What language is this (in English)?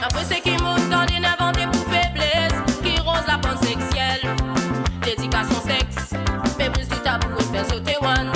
Morisyen